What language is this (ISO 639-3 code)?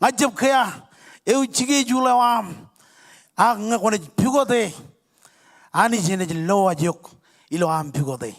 mah